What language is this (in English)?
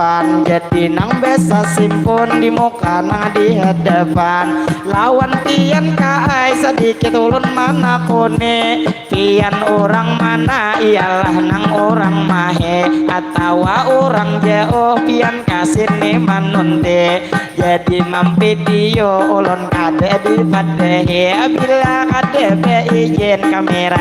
Banjar